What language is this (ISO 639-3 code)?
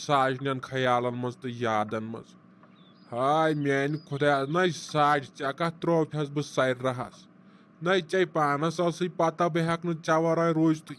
kas